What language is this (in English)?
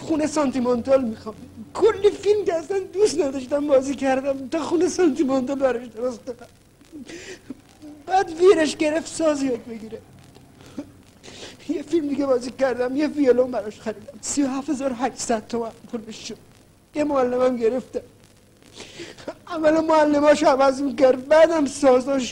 Persian